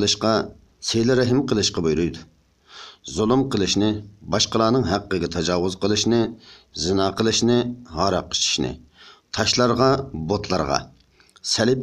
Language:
Uyghur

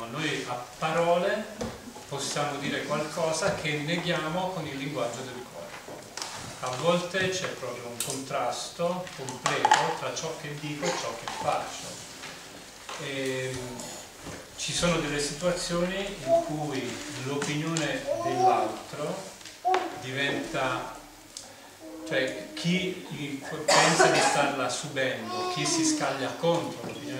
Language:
Italian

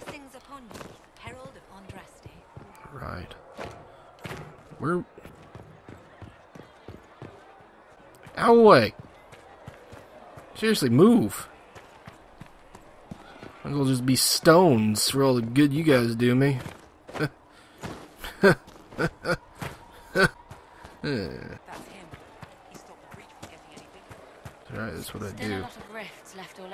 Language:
English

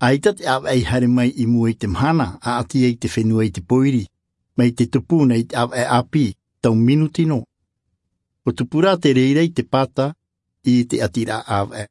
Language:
Tahitian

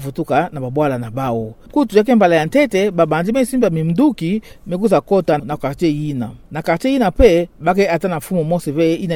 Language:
Kituba (Democratic Republic of Congo)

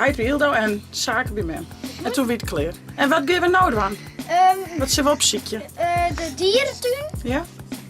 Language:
Western Frisian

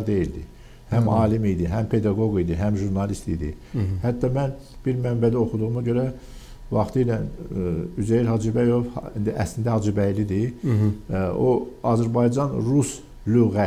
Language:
Azerbaijani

